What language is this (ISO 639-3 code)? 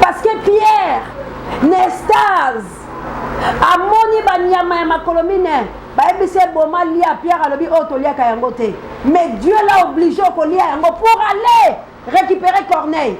lin